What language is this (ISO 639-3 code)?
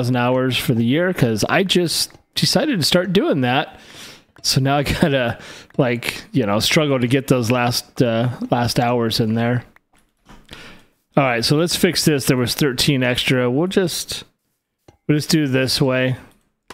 eng